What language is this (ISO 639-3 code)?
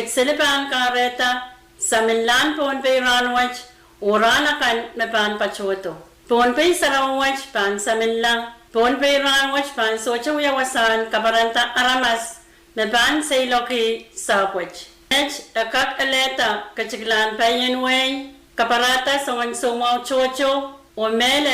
pon